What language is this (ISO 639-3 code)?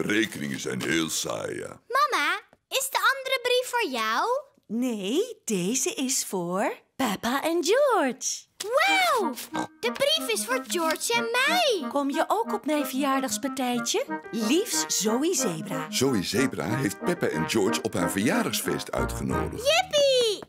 nld